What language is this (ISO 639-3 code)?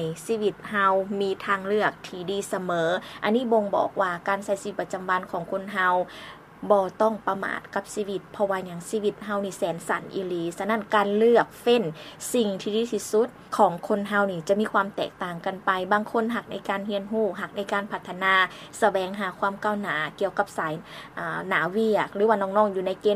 lao